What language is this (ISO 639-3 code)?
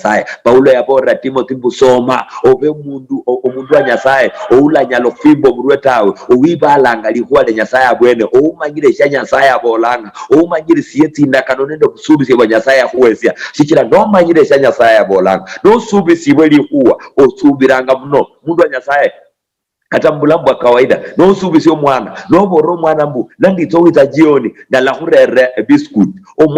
luy